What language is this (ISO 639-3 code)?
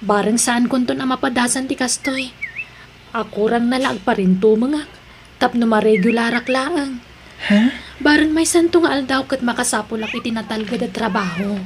ilo